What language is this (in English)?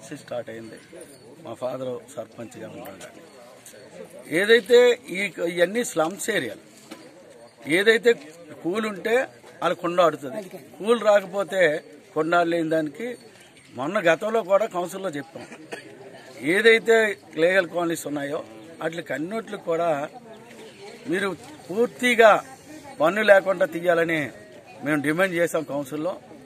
Telugu